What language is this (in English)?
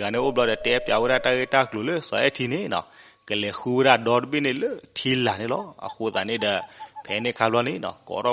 S'gaw Karen